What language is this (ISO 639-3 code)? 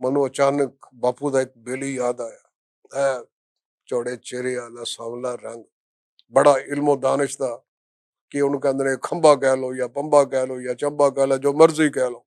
lah